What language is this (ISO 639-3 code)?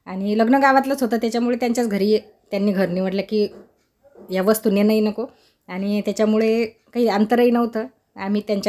mar